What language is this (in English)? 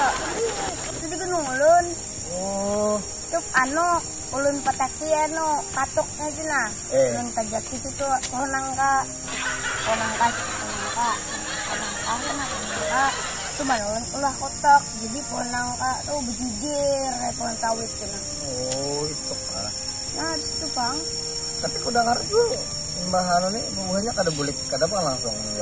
Banjar